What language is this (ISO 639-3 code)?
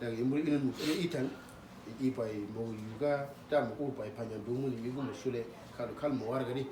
udu